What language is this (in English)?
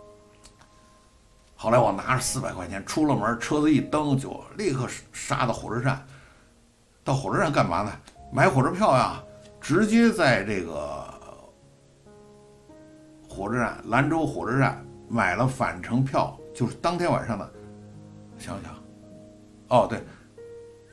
Chinese